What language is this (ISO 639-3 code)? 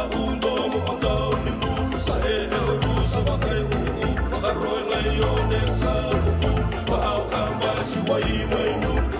fij